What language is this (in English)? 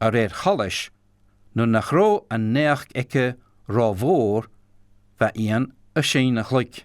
Scottish Gaelic